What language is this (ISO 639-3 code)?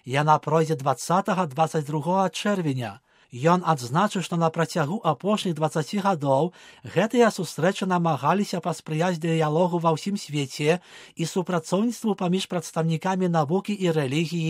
bel